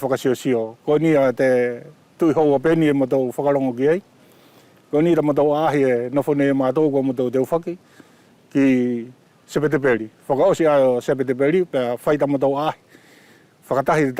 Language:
Wallisian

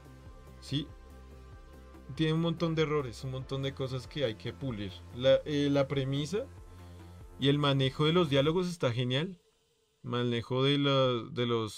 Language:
Spanish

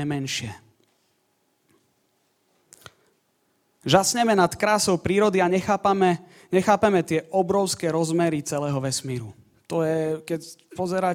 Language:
Slovak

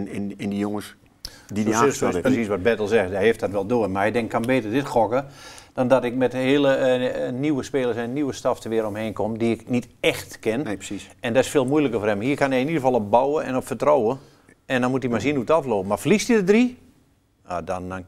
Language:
Dutch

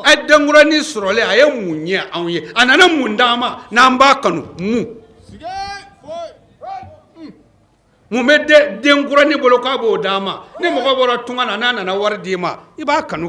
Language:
Bambara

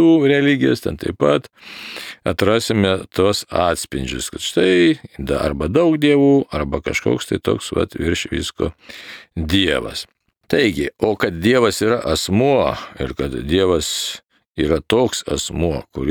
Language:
Lithuanian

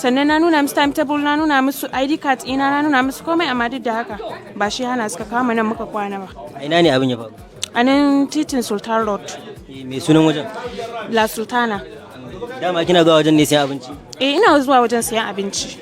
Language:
Hausa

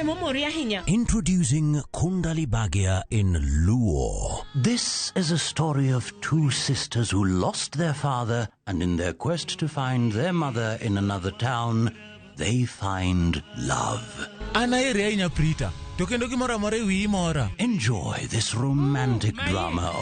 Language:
Luo (Kenya and Tanzania)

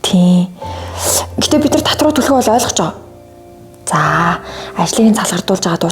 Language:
Mongolian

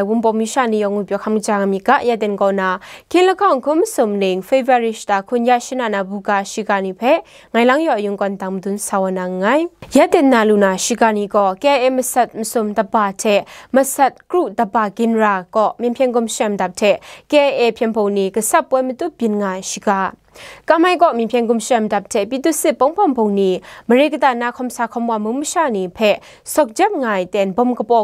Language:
Kachin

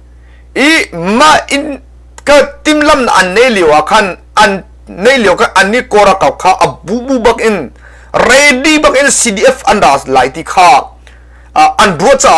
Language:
Hakha Chin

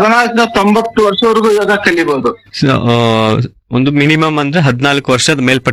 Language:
Kannada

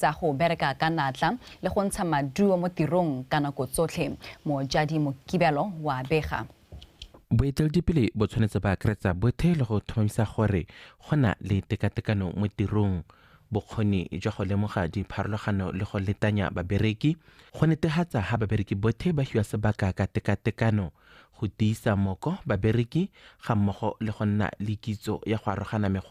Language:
Tswana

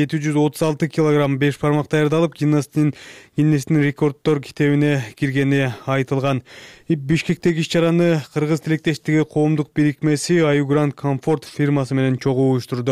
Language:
Kyrgyz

